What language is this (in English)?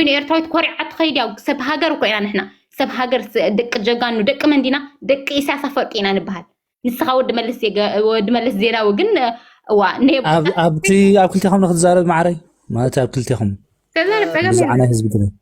Tigrinya